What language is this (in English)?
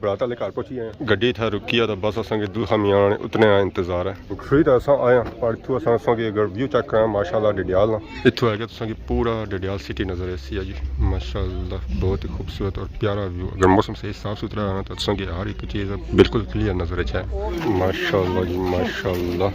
Pahari-Potwari